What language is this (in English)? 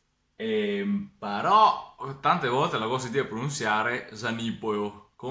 Venetian